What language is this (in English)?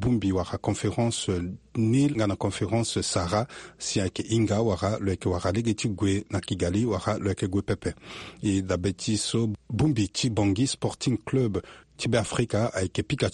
Sango